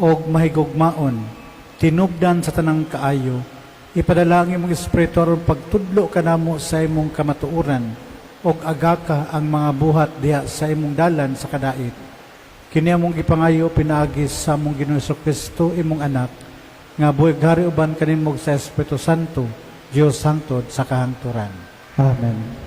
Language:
Cebuano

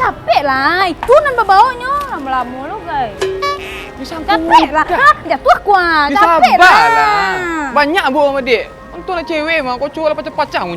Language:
Minangkabau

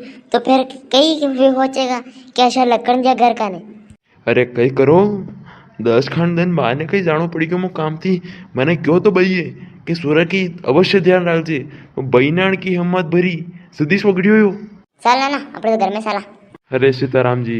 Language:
Rajasthani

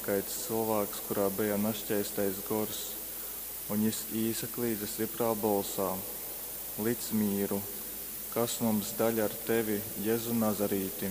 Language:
Latgalian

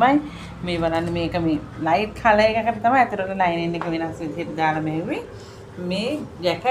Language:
Sinhala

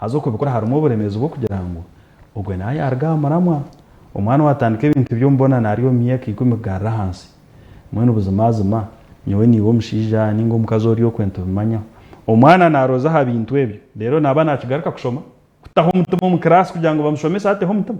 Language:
Nyankole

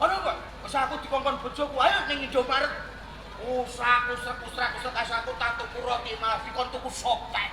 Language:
Javanese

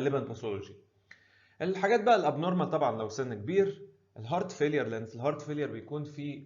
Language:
Egyptian Arabic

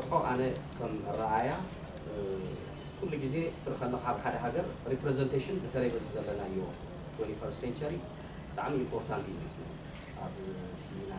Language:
Tigrinya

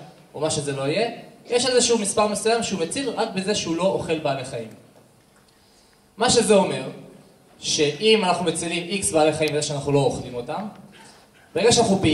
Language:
Hebrew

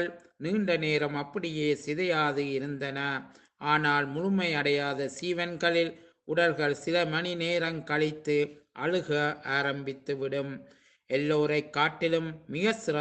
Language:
Tamil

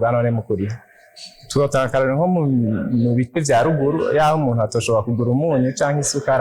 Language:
Rundi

